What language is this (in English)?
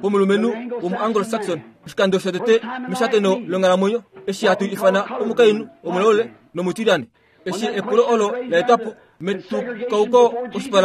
Kuanyama